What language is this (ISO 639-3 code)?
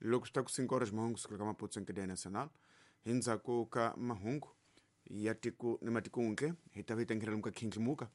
tso